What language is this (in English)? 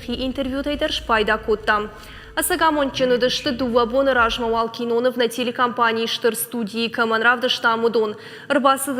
Ossetic